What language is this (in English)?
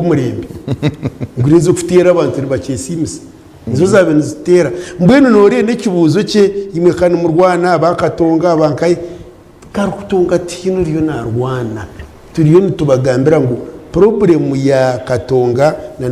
Nyankole